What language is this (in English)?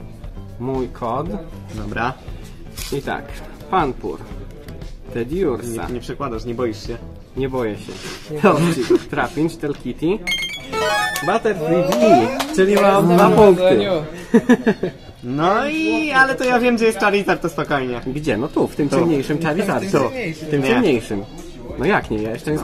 Polish